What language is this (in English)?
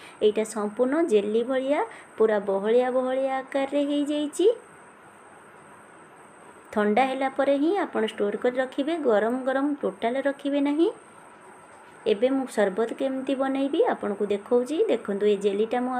Odia